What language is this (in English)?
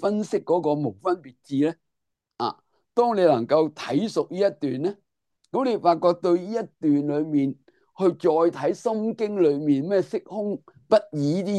Cantonese